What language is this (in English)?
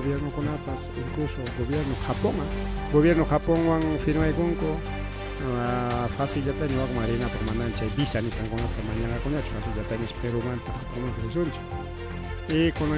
Ayacucho Quechua